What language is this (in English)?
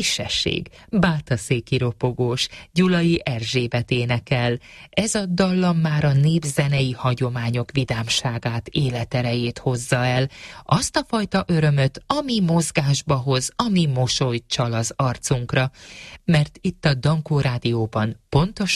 Hungarian